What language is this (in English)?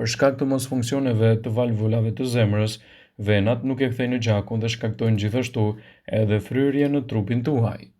Albanian